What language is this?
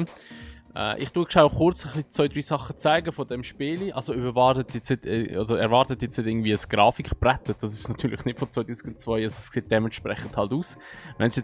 Swiss German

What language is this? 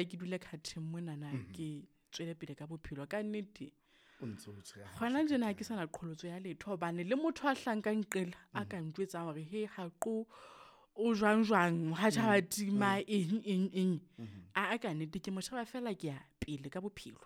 Southern Sotho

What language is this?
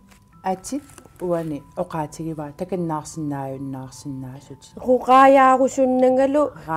Kalaallisut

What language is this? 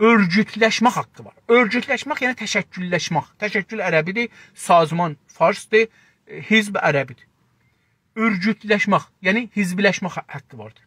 South Azerbaijani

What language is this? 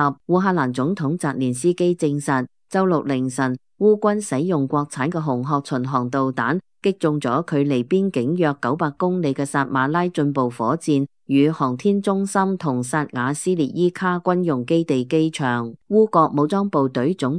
Cantonese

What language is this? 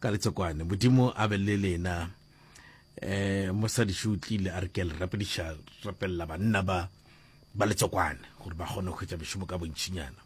Northern Sotho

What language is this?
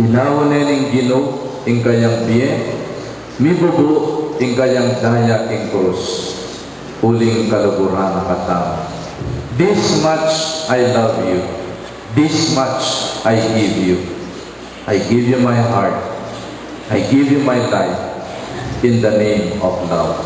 Pampanga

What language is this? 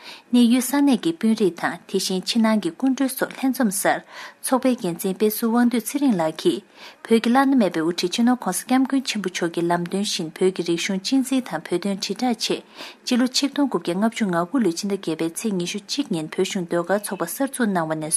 Tibetan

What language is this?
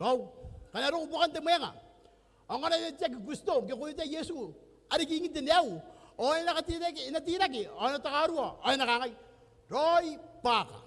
Gilbertese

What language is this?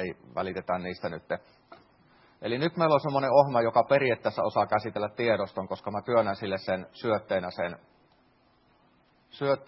Finnish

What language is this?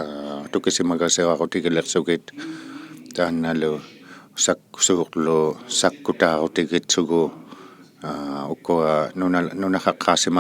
Inuktitut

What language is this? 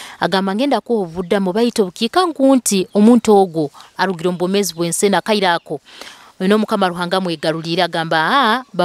Nyoro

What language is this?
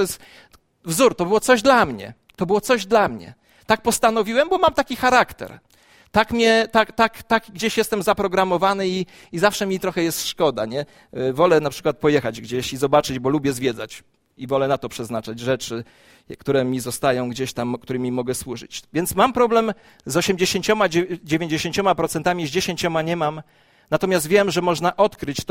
Polish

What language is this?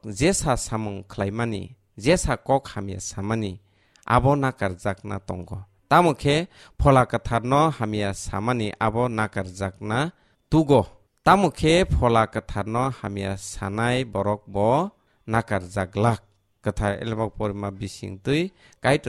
Kok Borok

